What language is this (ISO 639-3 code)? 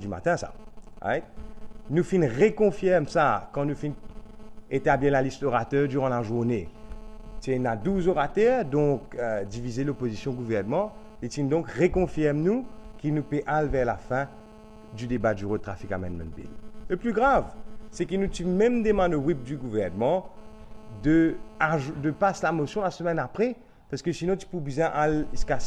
mfe